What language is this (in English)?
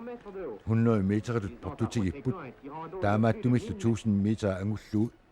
Kalaallisut